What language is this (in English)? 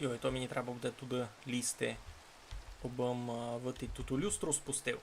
Rusyn